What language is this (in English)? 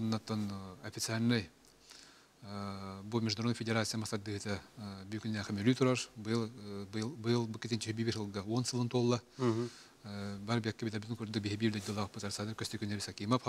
Yakut